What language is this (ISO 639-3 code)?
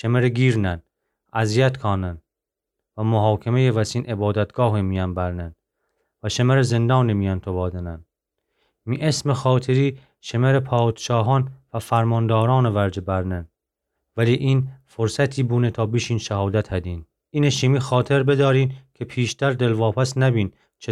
glk